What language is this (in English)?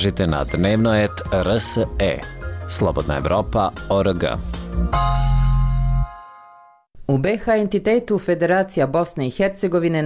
Bosnian